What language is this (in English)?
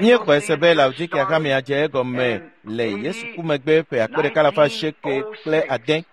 Ewe